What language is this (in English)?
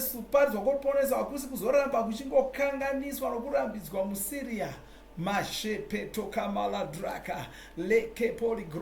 Shona